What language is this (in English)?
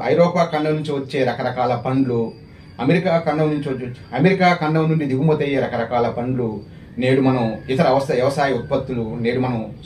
Telugu